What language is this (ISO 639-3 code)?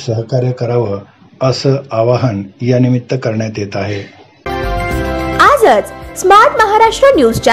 mar